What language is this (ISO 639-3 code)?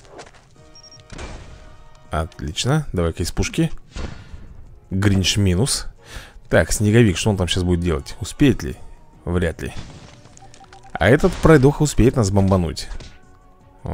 rus